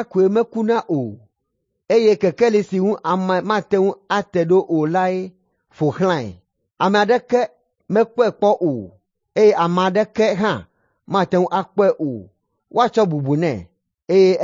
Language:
Ewe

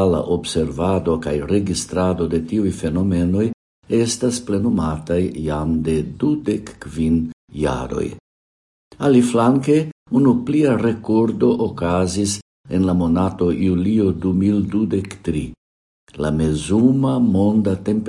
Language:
Esperanto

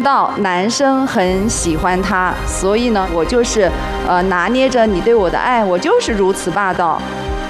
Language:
Chinese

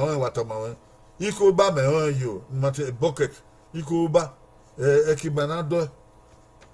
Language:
Bini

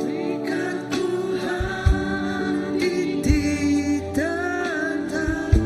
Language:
Iban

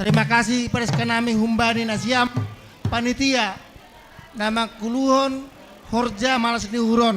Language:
Batak Simalungun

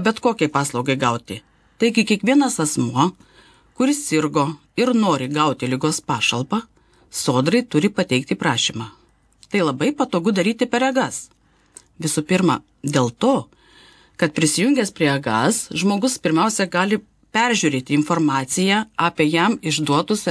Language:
Lithuanian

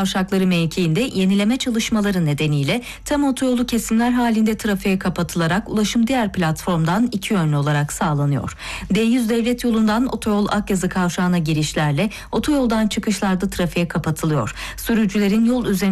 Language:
Turkish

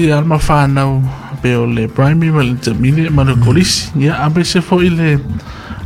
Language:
Samoan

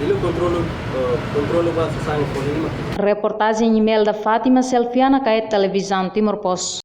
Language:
Tetum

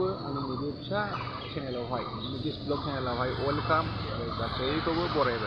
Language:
Bodo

